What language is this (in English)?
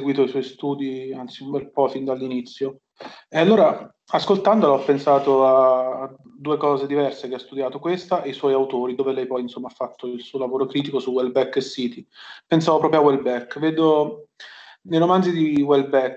Italian